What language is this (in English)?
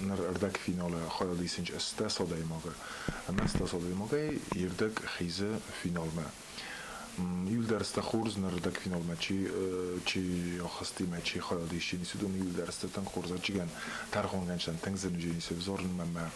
Ossetic